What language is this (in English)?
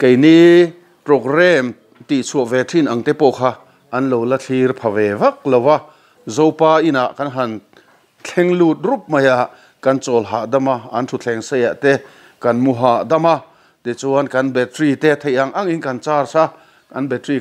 Mizo